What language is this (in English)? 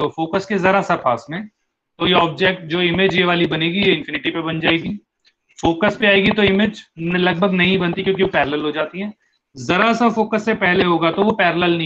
Hindi